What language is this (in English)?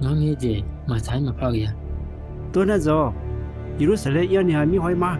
Akha